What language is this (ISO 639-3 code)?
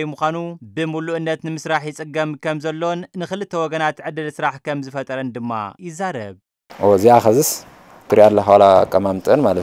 tir